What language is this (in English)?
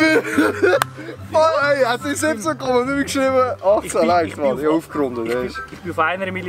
Swiss German